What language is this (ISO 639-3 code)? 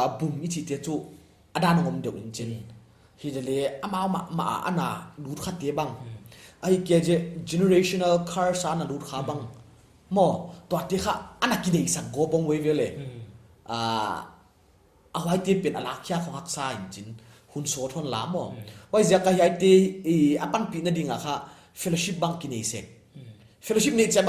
pck